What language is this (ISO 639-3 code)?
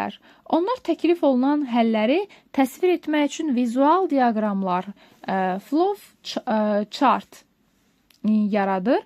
aze